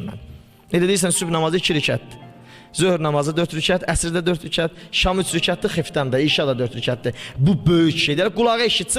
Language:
Azerbaijani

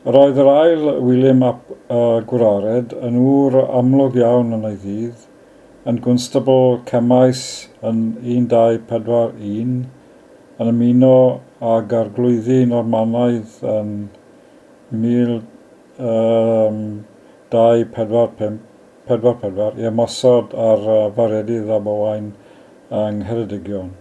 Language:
Welsh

